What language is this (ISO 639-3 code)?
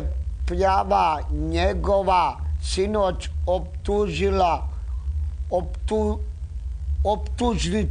hrv